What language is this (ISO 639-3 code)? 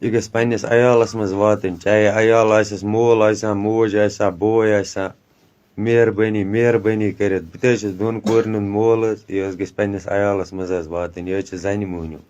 kas